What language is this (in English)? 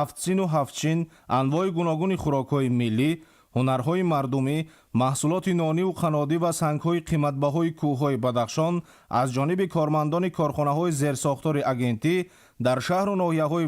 Tajik